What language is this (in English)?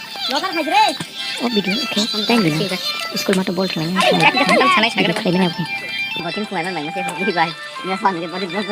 Kok Borok